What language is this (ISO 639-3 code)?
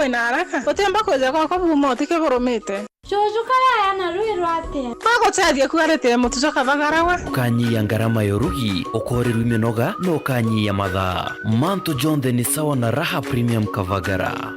mer